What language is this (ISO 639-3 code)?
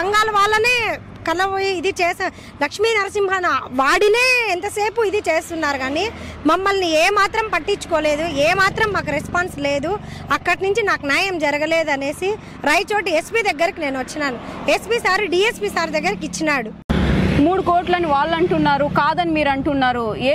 tel